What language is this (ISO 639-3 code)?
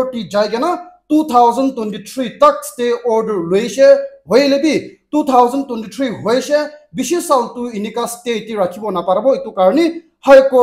nag